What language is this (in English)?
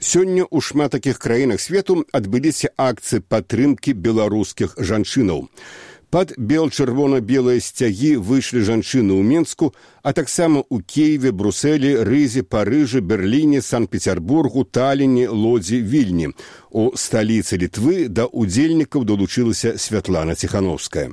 Belarusian